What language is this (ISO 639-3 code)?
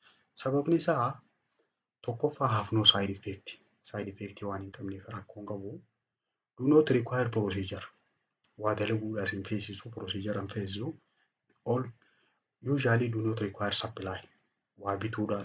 orm